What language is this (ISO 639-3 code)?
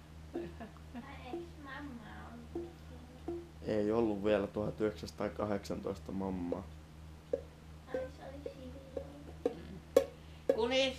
fin